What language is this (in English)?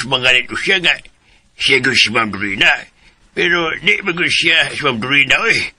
Cebuano